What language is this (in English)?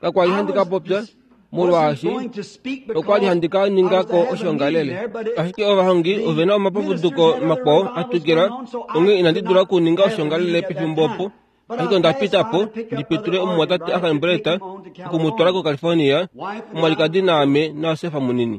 Kuanyama